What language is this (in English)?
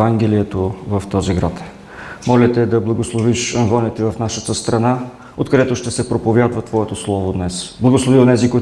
Bulgarian